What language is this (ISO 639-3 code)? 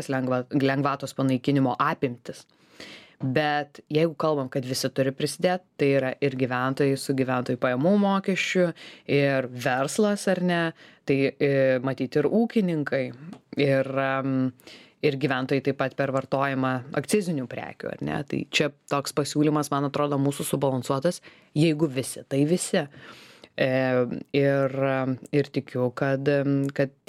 lit